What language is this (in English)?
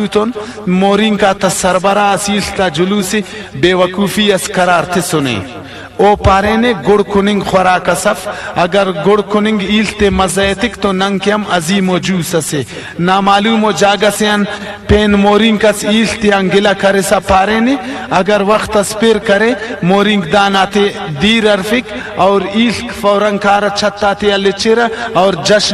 Brahui